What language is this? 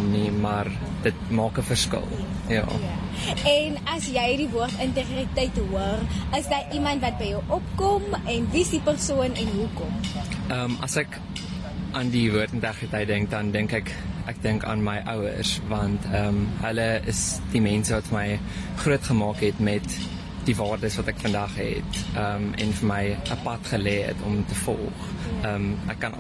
Afrikaans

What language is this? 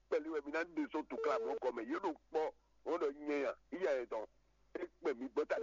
Fon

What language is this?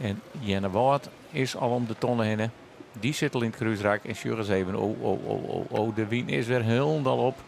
Western Frisian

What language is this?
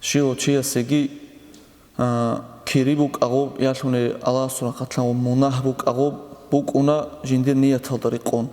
Avaric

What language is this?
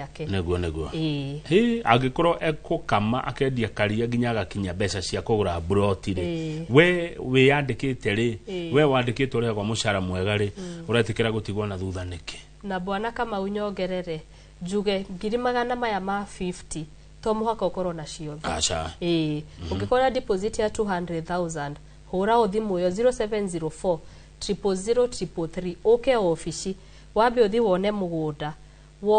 Kikuyu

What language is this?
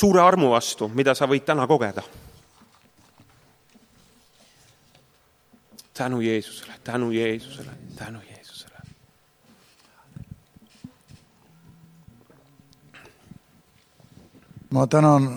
Estonian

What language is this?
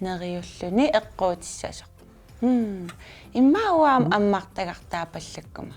Kalaallisut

